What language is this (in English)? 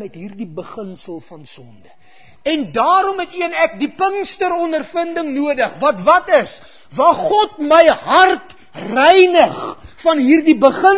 Afrikaans